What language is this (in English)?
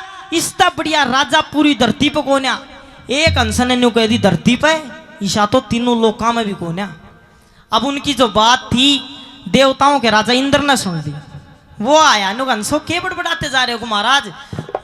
Haryanvi